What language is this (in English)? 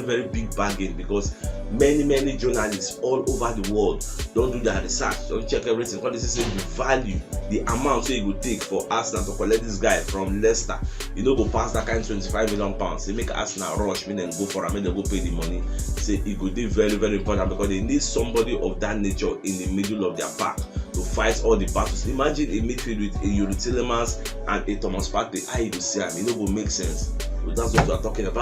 Nigerian Pidgin